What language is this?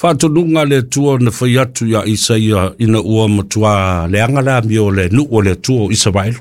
Samoan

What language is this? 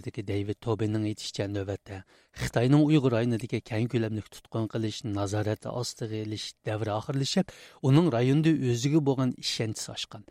Uyghur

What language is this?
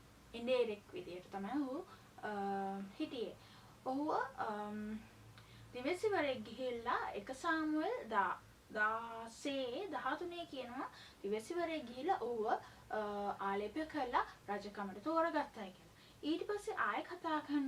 Sinhala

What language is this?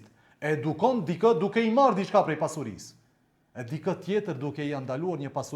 Albanian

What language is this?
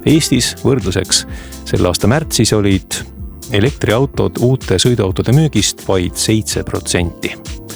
Estonian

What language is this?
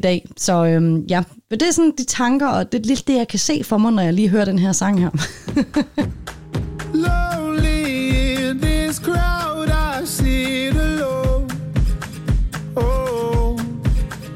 Danish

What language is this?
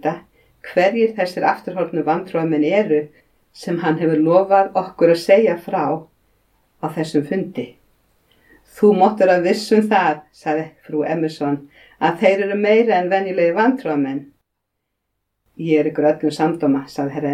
Icelandic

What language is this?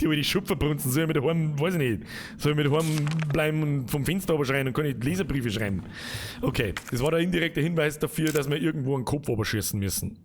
Bavarian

